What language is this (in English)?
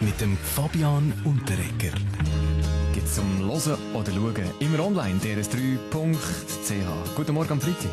Swiss German